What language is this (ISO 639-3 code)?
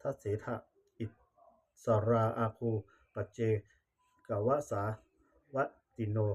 pli